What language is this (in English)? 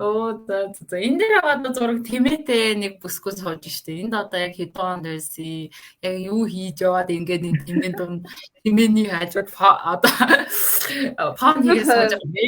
Mongolian